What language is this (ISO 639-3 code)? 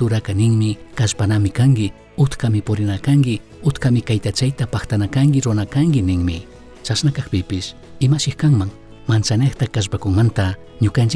qug